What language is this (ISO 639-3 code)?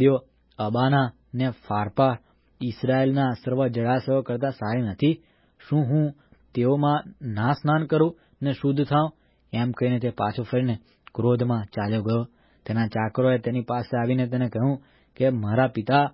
guj